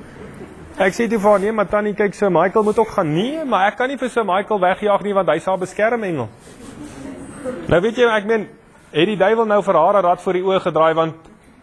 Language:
Afrikaans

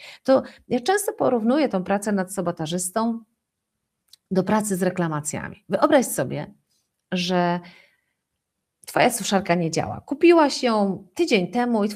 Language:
Polish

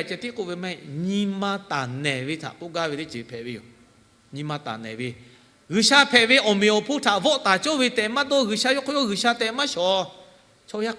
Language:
Lahu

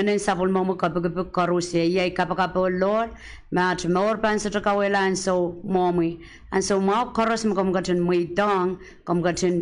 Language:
Pohnpeian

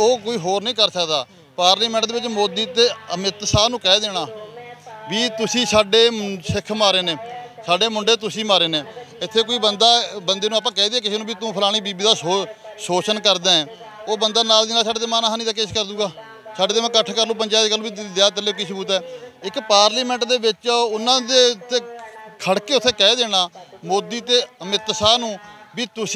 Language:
Punjabi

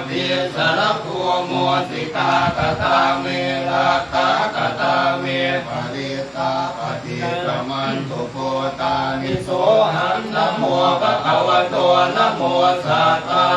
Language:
Pali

